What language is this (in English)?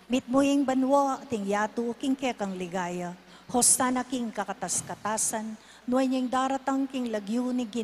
Pampanga